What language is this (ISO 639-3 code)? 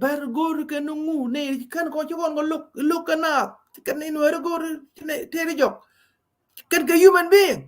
nus